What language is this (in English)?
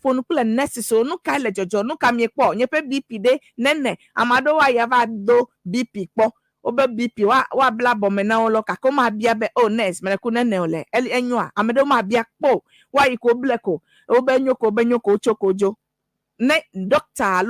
Ewe